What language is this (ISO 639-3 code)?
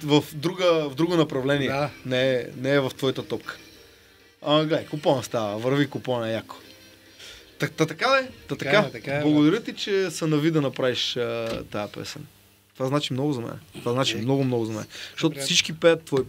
bul